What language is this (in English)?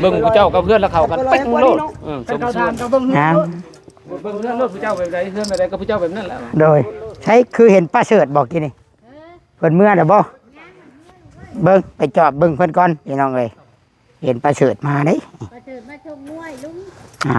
Northeastern Thai